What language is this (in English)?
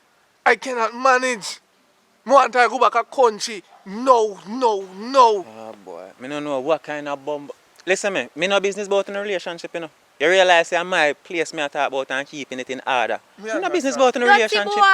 Jamaican Creole English